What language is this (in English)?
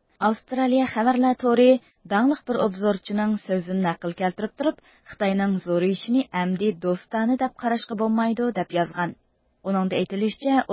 Uyghur